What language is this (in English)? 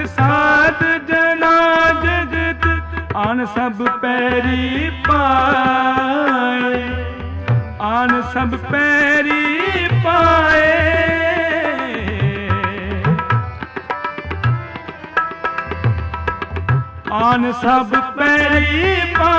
Punjabi